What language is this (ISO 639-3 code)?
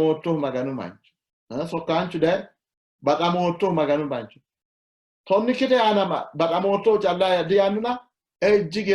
sid